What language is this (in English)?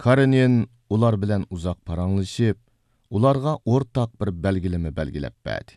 Uyghur